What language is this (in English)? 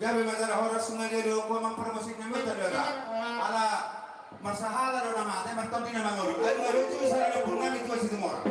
Batak Toba